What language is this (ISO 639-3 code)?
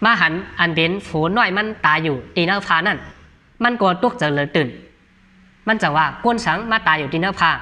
shn